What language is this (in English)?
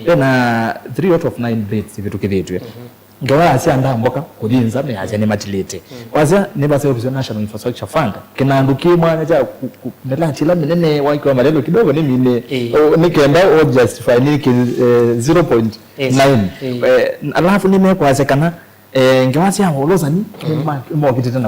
Kamba